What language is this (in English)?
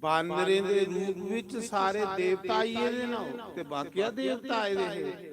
Dogri